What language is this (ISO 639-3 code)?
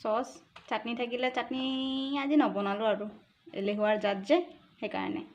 asm